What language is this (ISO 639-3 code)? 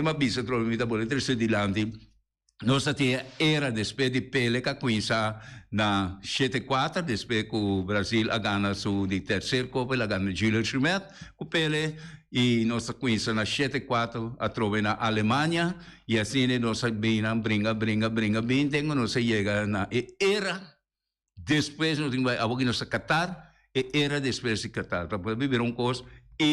pap